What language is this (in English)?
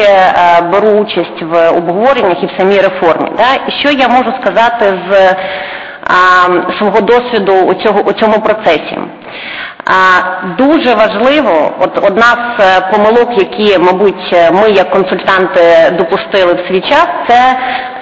Ukrainian